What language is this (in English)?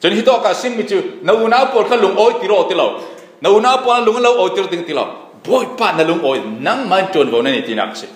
Falam Chin